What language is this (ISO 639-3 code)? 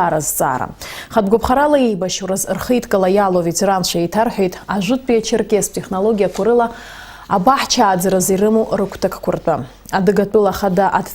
abk